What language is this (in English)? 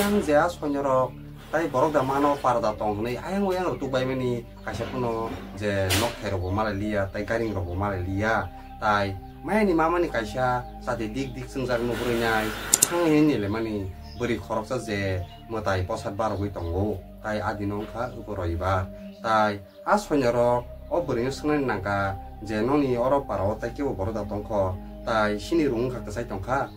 Kok Borok